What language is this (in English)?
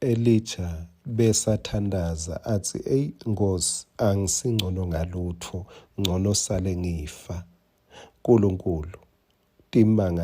Swati